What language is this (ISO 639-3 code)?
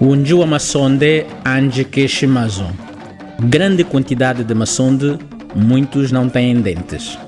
cjk